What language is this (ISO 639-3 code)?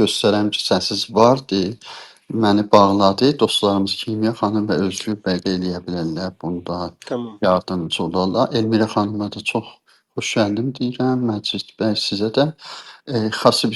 azb